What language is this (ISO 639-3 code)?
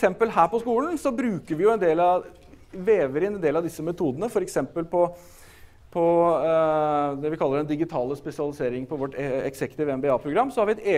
nor